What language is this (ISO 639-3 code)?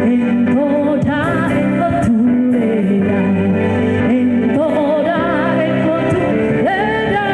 sda